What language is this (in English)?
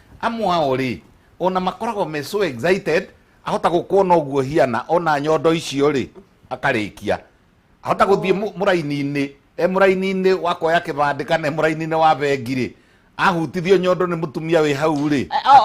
Kikuyu